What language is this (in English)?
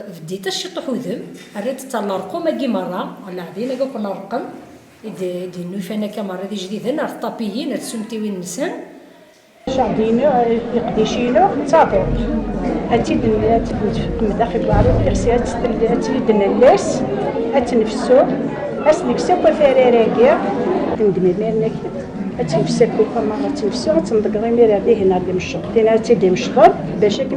Kabyle